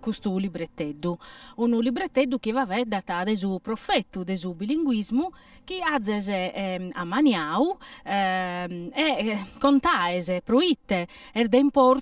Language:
Sardinian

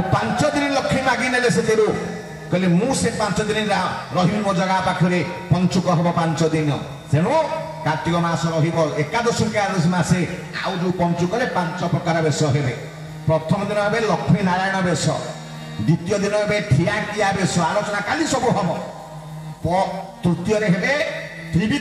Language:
Odia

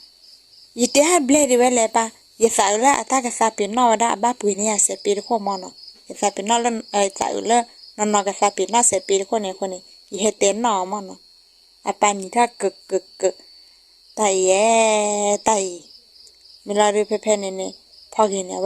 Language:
S'gaw Karen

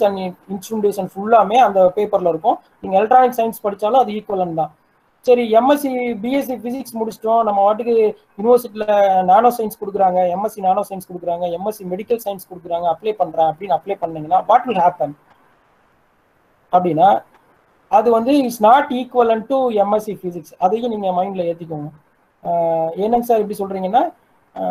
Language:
Tamil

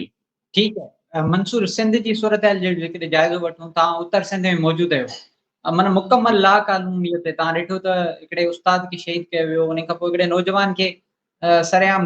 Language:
Sindhi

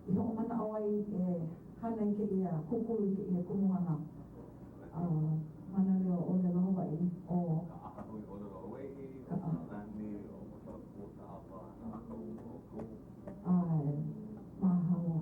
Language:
Hawaiian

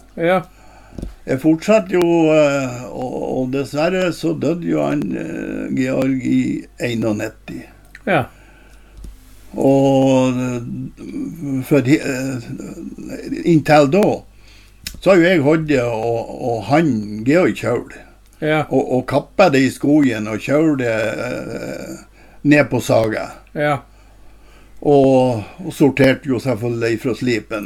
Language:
Norwegian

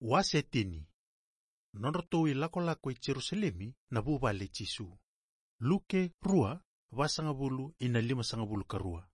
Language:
Fijian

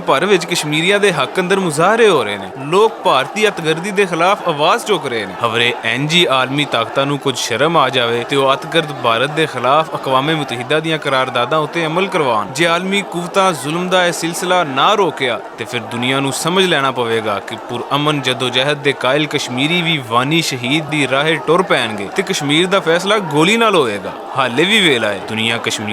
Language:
Western Panjabi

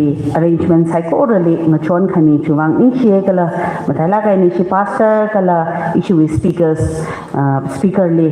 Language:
Tangkhul Naga (India)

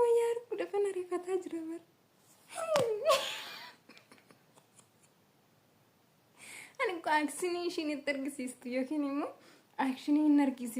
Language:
Oromo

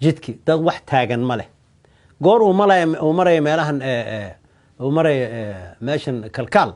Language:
Somali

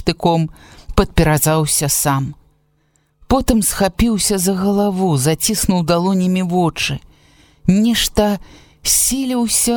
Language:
Belarusian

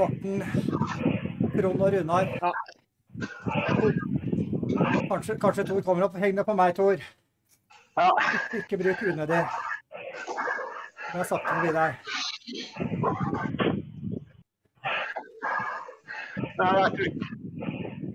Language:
Norwegian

